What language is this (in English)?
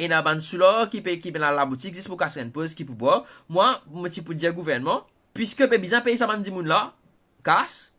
Morisyen